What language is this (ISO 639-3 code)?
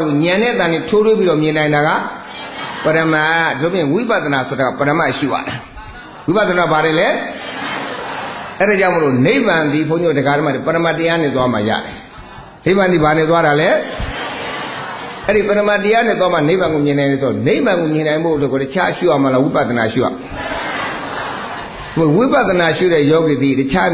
mya